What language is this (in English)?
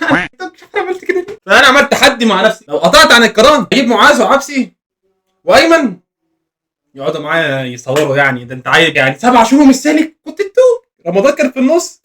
Egyptian Arabic